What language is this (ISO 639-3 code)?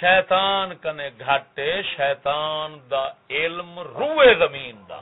skr